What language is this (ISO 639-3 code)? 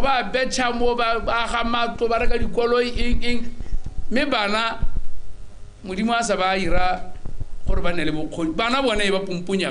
tsn